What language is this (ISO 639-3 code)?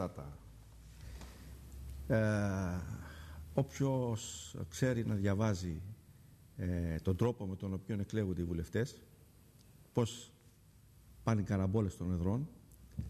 ell